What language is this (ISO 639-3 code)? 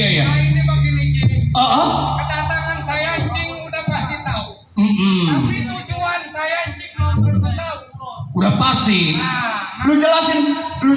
bew